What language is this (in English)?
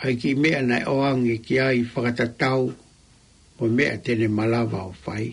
Tongan